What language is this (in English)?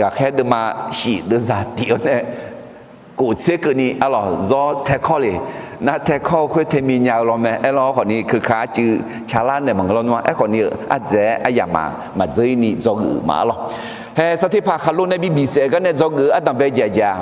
Akha